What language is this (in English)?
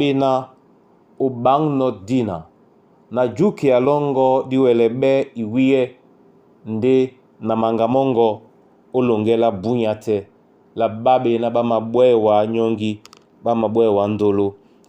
Duala